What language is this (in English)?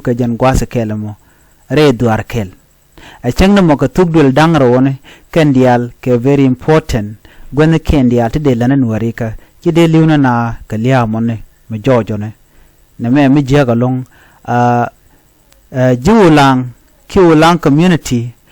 Nuer